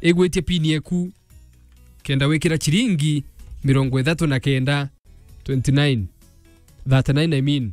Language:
Meru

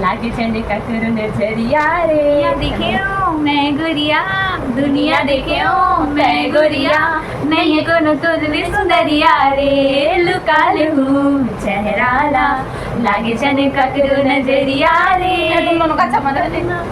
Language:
Chhattisgarhi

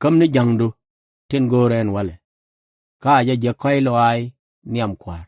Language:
Nuer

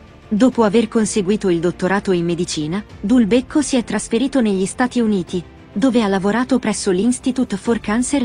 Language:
Italian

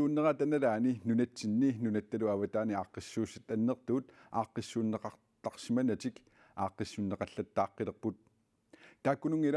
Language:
Kalaallisut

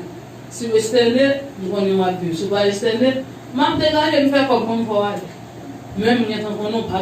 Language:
Haitian Creole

